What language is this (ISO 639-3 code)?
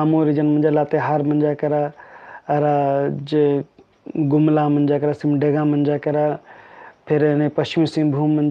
kru